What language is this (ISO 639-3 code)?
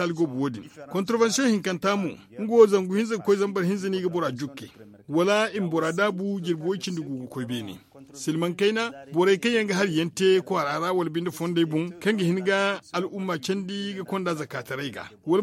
dje